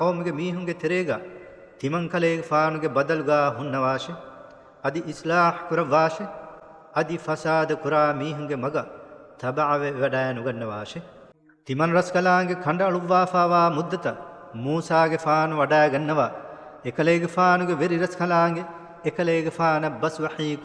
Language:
Divehi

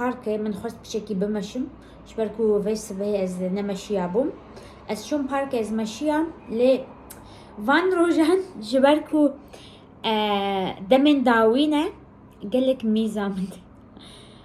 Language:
Kurdish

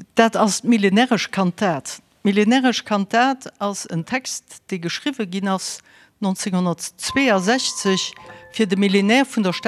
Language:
Luxembourgish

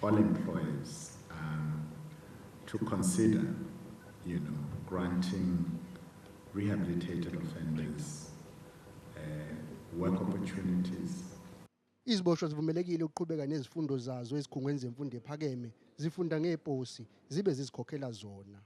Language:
Zulu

